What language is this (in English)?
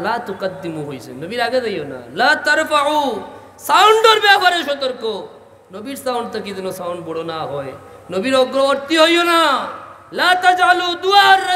Sylheti